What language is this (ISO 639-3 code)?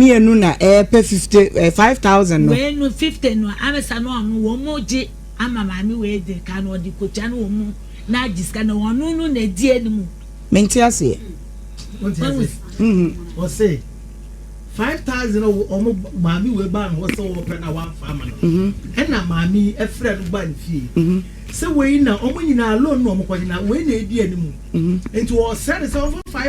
aka